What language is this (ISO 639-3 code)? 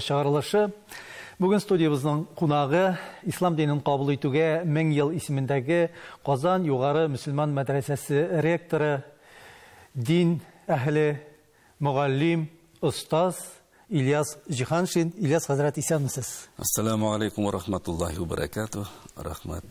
tat